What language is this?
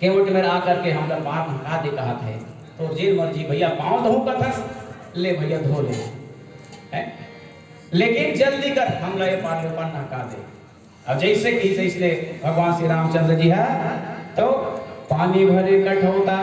Chhattisgarhi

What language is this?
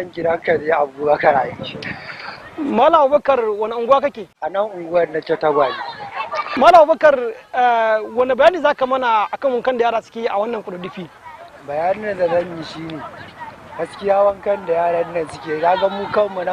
Hausa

